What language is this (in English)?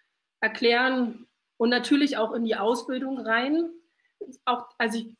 German